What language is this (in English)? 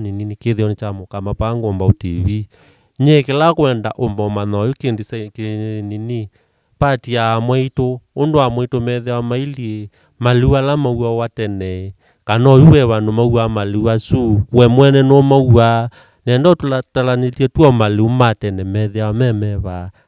Kamba